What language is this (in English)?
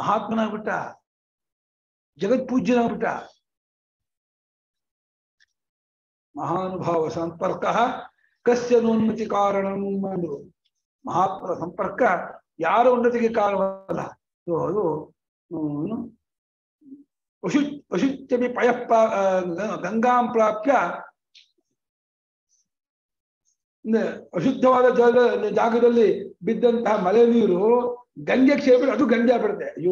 Kannada